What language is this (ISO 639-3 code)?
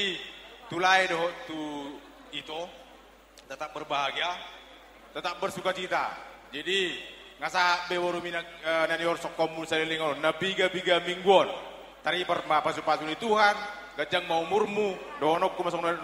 bbc